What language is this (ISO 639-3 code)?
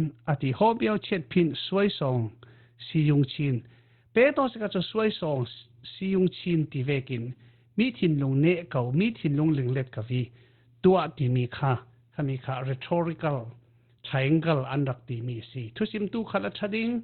cfm